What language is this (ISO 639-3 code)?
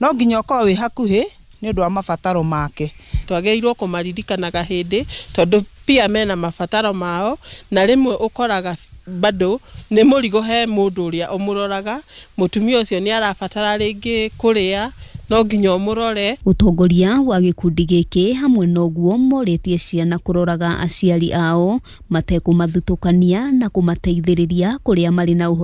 kik